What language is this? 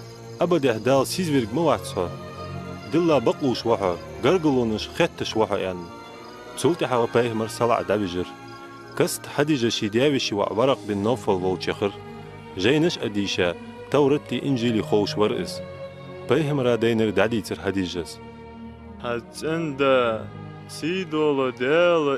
Ingush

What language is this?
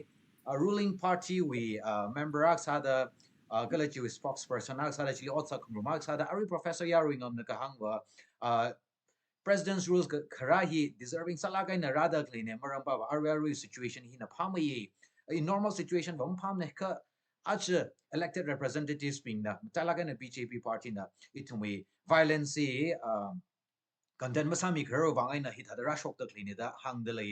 Tangkhul Naga (India)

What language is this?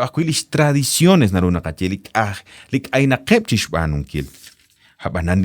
Kekchí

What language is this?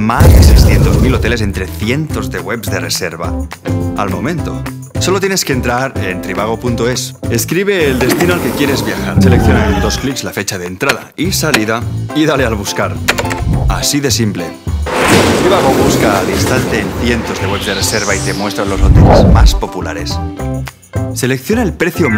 Spanish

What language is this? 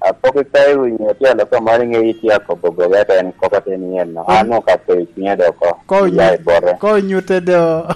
Lango (Uganda)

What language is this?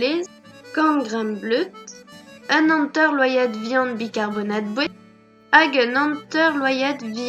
Breton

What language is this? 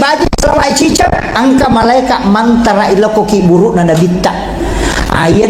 Buginese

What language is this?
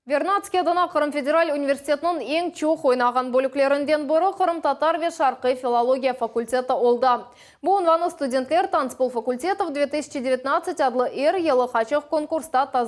Crimean Tatar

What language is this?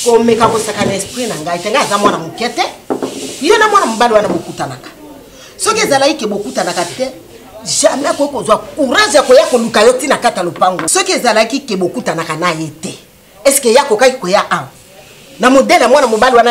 Lingala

